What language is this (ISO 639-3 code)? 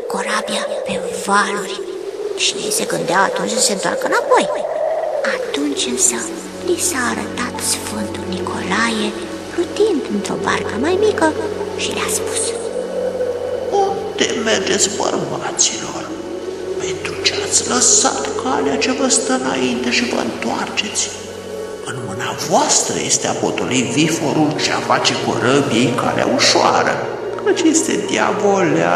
ron